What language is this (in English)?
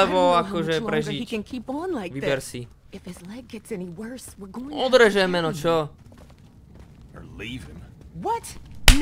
Slovak